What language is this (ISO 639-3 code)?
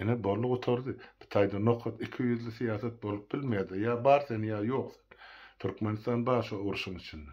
tuk